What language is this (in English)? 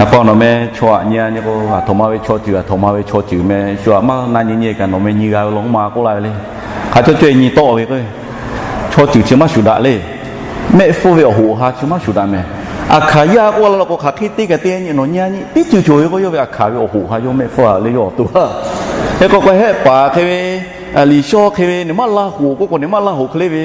Lahu